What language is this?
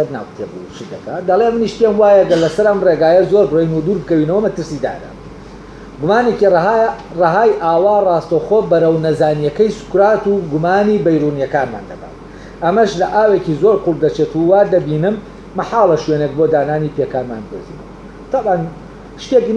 Central Kurdish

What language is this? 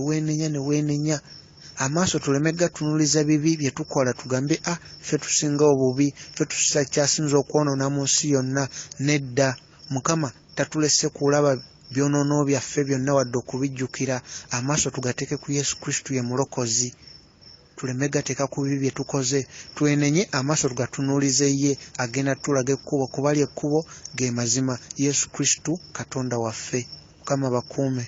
Ganda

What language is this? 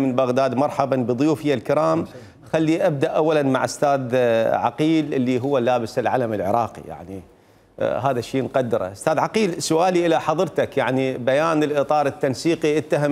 Mesopotamian Arabic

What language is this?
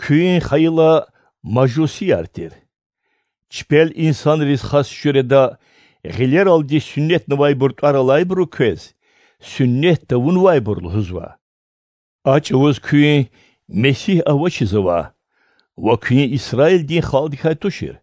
Lezghian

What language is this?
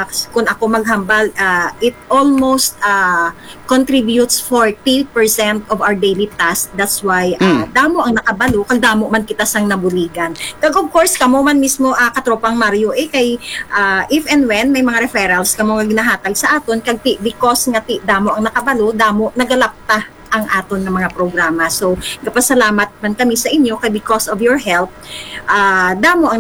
Hiligaynon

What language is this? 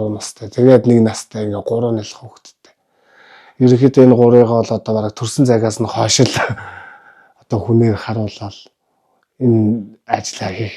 Mongolian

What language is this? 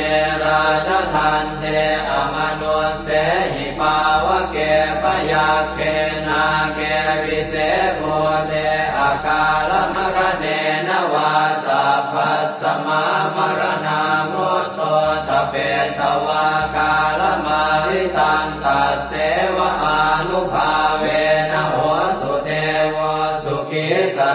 Pali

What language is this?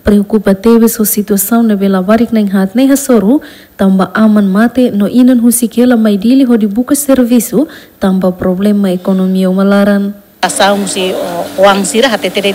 Tetum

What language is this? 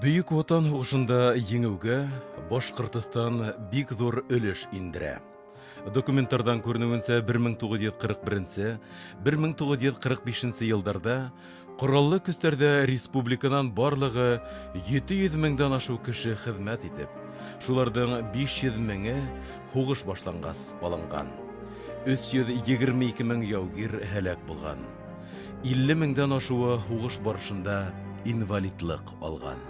Bashkir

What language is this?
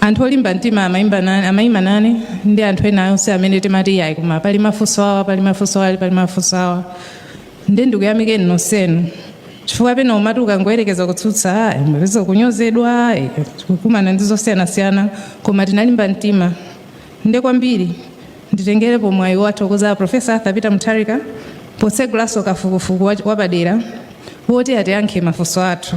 Nyanja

